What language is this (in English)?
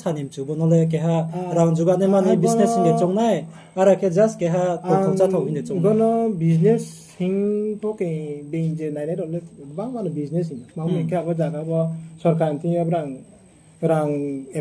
Riang (India)